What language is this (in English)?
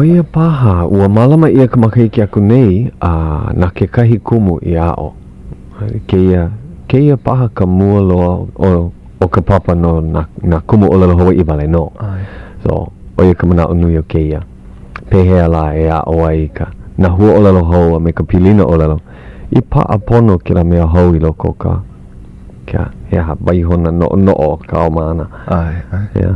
Hawaiian